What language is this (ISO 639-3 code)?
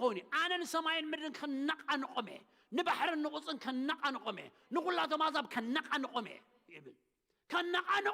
tir